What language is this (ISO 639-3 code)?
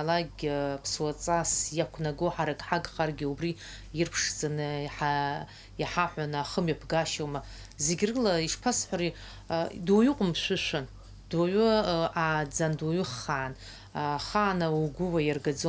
abk